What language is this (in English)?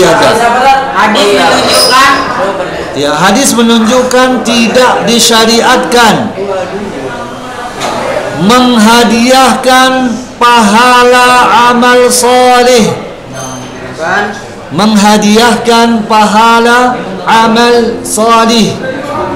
Indonesian